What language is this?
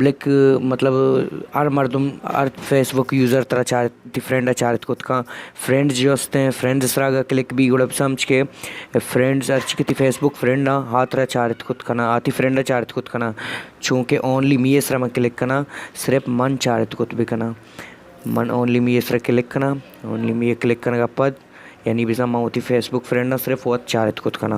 Baluchi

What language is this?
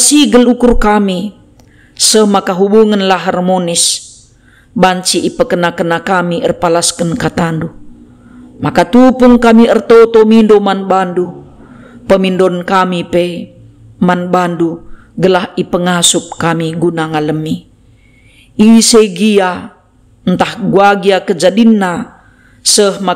Batak Karo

